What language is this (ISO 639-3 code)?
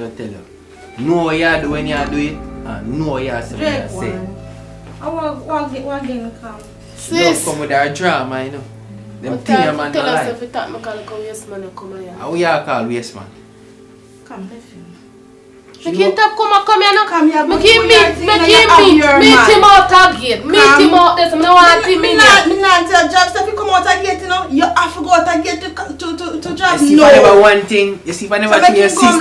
jam